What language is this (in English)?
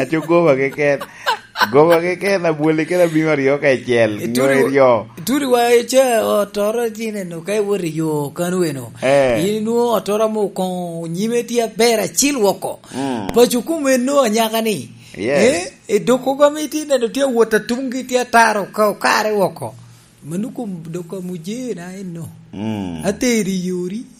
Lango (Uganda)